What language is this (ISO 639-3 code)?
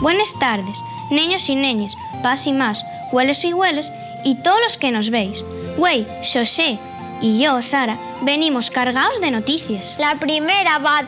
ast